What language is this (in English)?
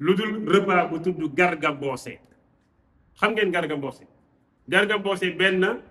Wolof